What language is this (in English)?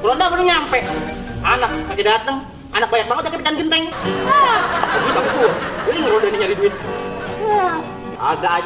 Betawi